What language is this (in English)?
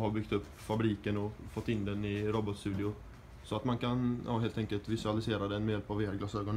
Swedish